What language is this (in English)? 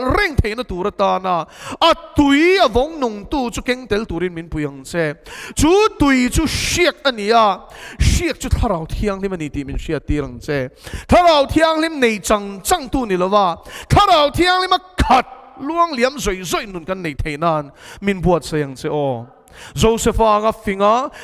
Mizo